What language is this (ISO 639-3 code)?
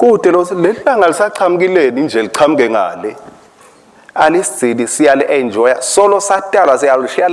ssw